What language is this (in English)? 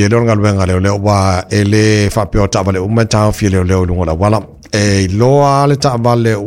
Samoan